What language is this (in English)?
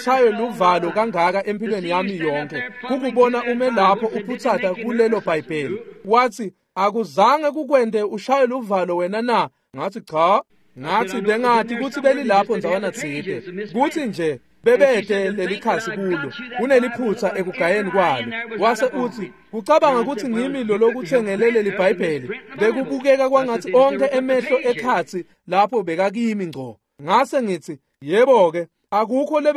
Swati